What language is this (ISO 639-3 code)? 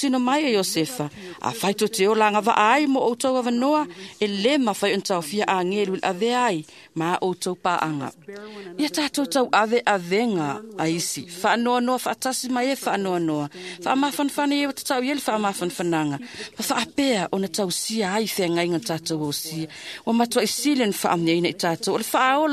smo